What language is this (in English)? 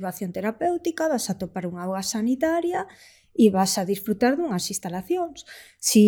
Galician